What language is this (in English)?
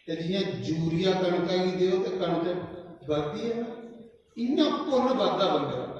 Dogri